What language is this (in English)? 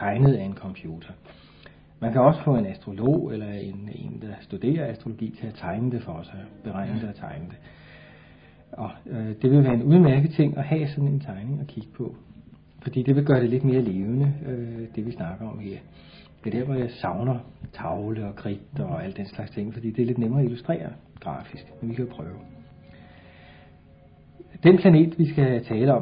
Danish